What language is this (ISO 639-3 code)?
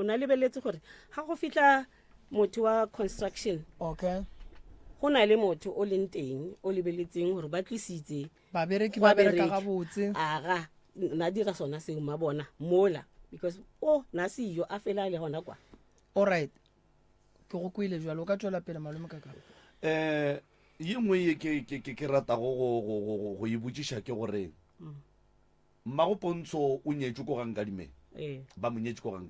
nso